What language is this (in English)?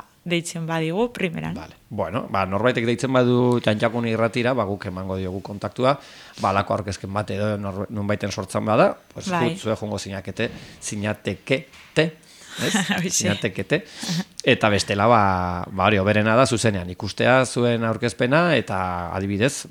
Basque